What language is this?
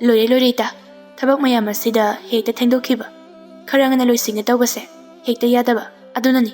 Manipuri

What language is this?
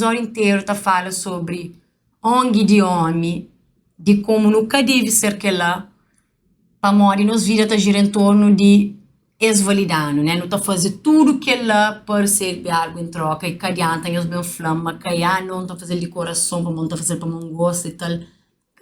Kabuverdianu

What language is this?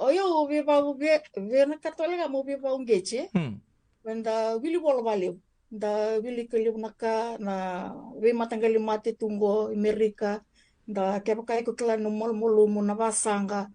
Fijian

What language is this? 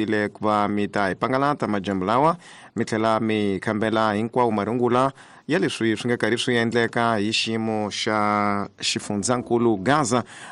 Tsonga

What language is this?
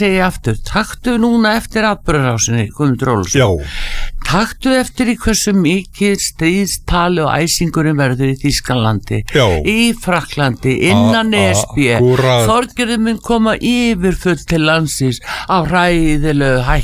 Icelandic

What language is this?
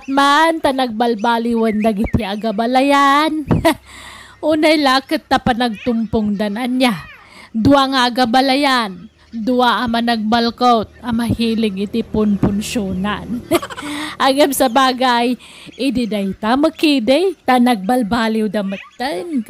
Iloko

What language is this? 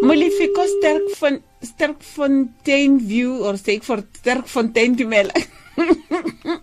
Tswana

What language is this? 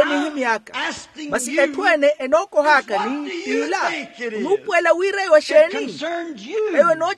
Makhuwa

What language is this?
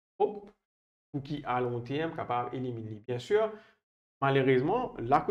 Morisyen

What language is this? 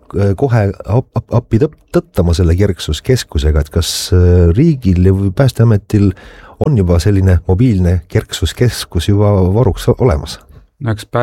Estonian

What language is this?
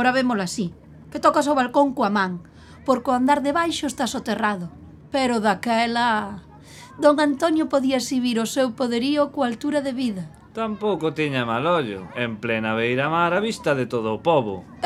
Galician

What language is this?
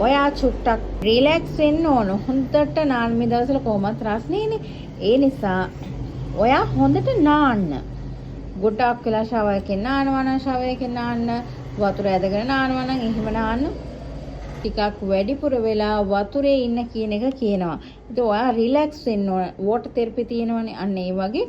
Sinhala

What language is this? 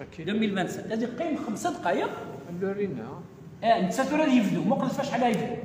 Kabyle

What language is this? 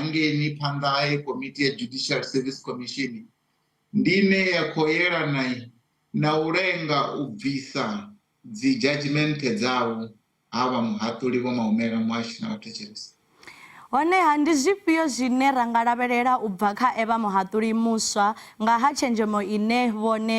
Venda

